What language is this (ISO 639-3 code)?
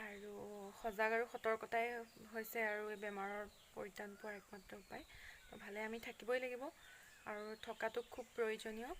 asm